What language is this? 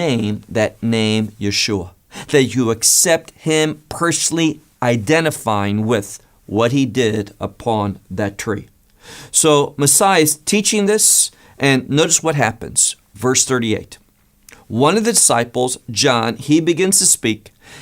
English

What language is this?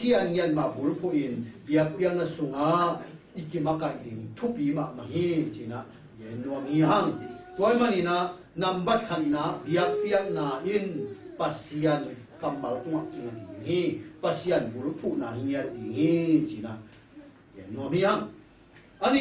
Tedim Chin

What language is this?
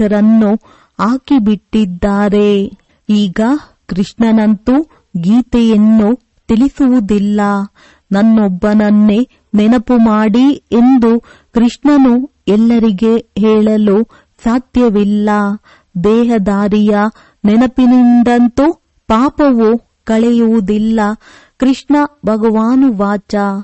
Kannada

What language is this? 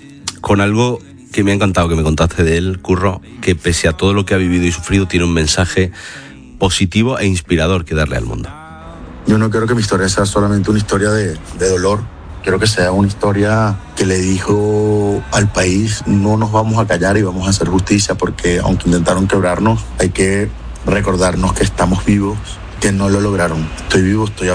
Spanish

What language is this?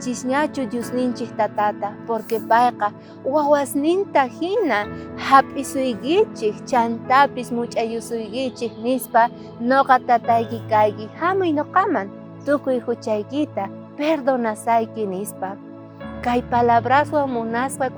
South Bolivian Quechua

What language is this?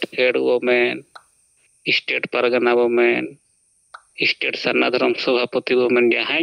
Santali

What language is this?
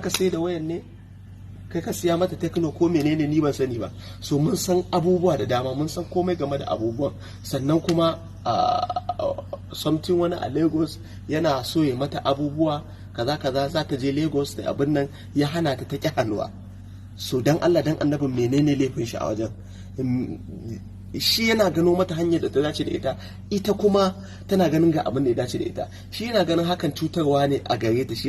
Hausa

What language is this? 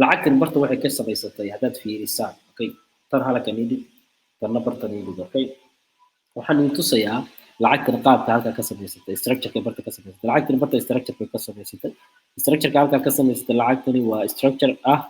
Somali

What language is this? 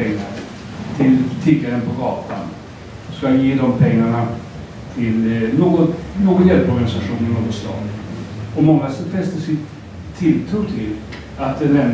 Swedish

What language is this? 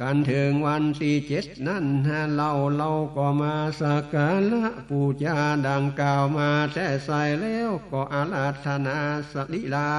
Northern Thai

